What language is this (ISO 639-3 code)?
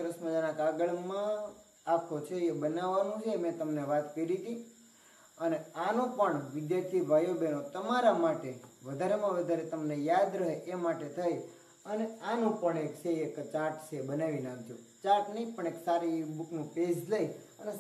guj